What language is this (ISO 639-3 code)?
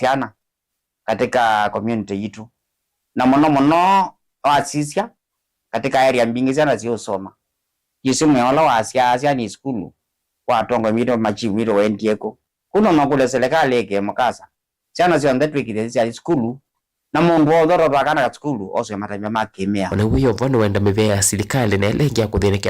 kam